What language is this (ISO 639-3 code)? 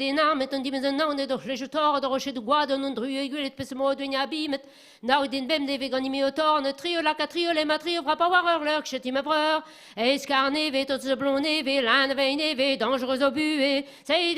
bre